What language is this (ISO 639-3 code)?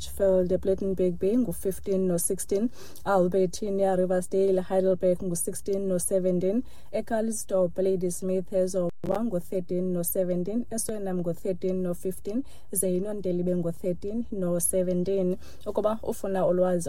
xho